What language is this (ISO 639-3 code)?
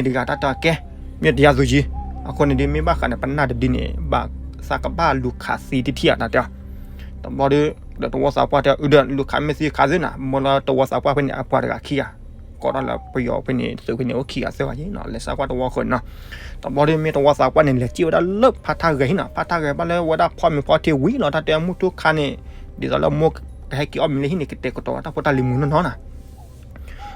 ksw